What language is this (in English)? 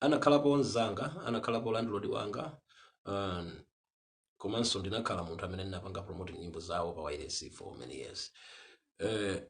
Nyanja